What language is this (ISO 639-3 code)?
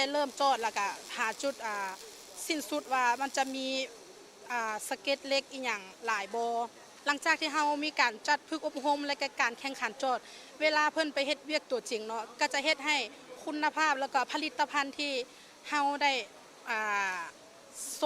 lao